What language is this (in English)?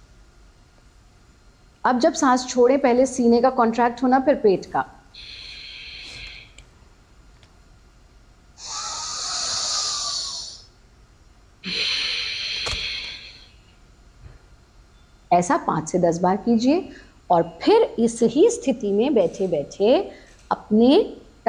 Hindi